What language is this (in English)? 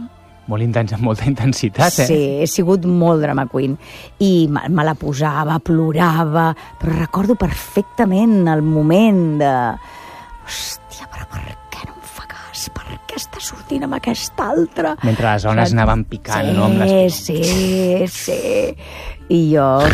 Catalan